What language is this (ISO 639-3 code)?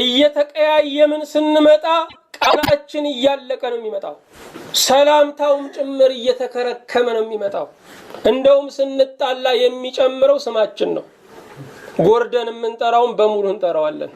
amh